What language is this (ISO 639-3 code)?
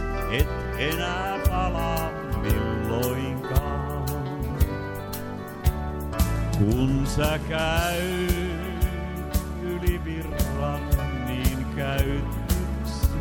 fin